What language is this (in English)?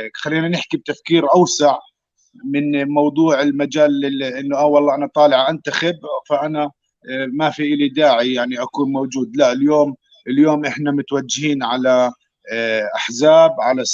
North Levantine Arabic